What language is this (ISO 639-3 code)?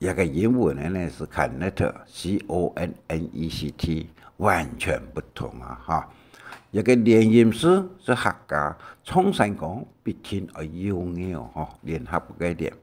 hak